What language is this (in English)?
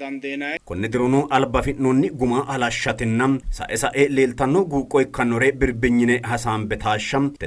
Sidamo